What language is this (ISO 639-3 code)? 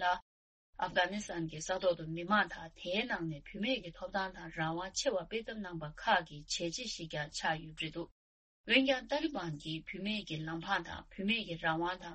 bod